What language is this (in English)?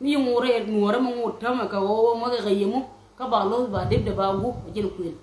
Nuer